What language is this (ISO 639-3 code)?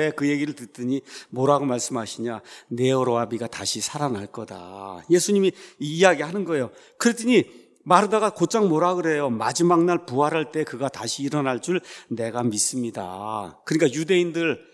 kor